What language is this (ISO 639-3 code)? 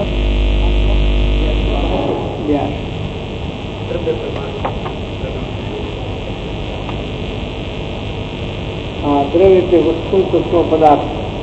guj